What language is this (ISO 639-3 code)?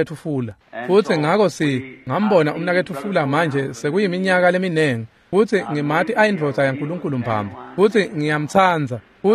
ssw